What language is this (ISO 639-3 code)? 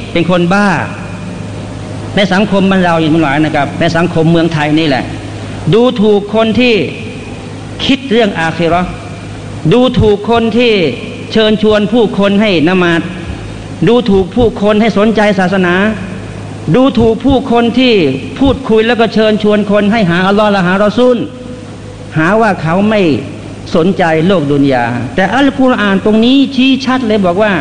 tha